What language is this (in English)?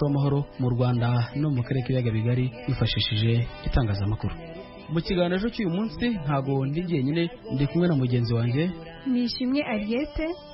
Kinyarwanda